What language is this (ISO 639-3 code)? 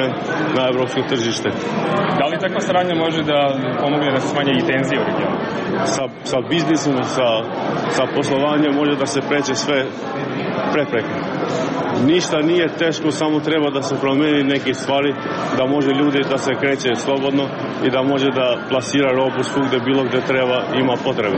srp